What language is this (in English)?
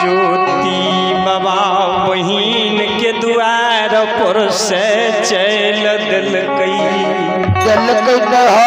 Maithili